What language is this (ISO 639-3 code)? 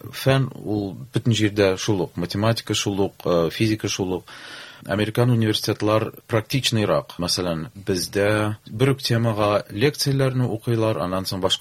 tat